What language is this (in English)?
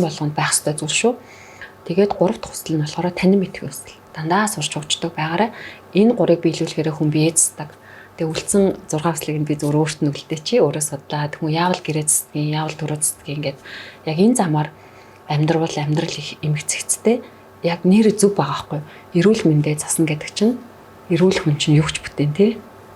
Mongolian